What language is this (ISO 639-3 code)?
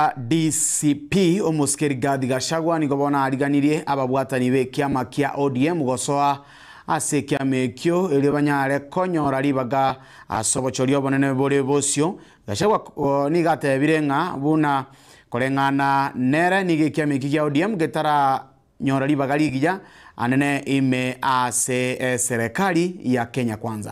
guz